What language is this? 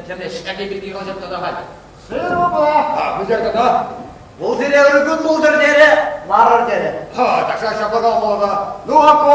Chuvash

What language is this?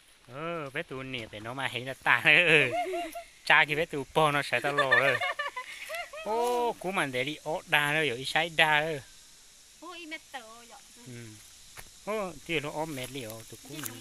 Vietnamese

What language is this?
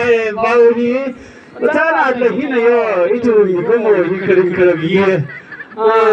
Tangkhul Naga (India)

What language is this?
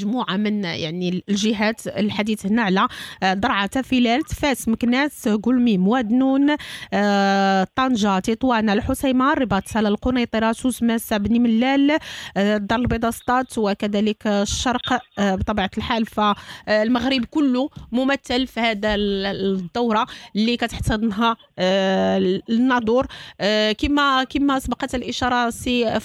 Moroccan Arabic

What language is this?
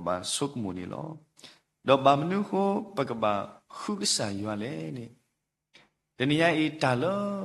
S'gaw Karen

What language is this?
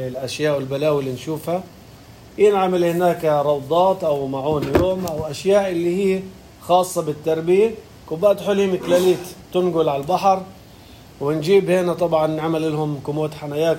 North Levantine Arabic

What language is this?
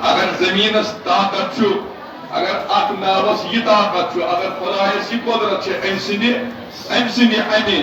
Kashmiri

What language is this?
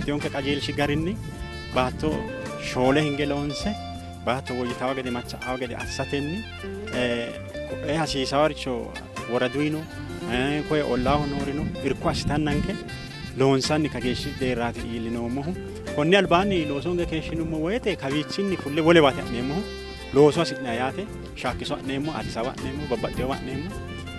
Sidamo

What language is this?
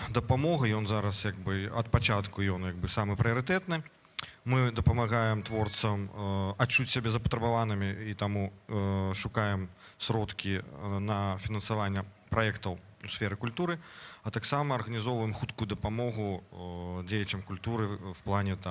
Belarusian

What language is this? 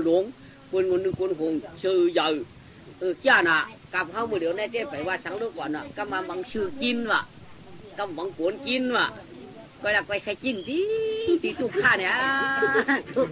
Shan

